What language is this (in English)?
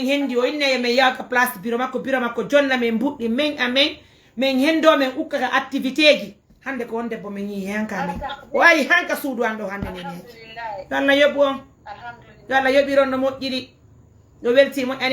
Fula